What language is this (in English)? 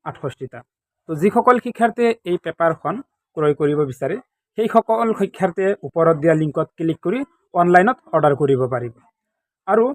Assamese